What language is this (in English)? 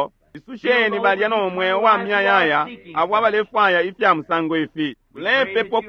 Bemba